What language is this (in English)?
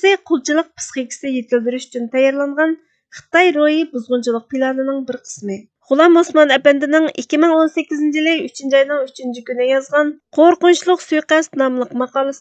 Uyghur